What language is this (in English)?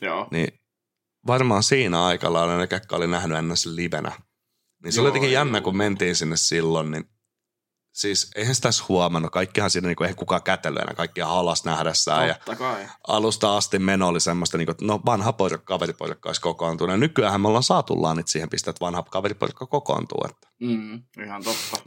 Finnish